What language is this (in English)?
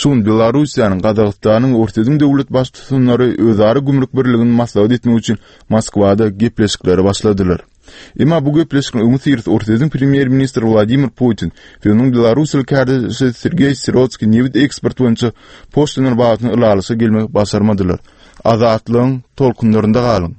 Turkmen